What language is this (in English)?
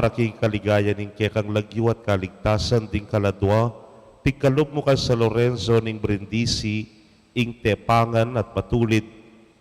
Pampanga